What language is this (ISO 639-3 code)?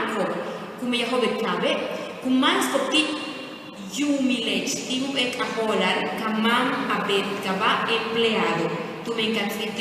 yua